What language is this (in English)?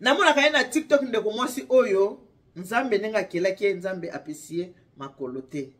Lingala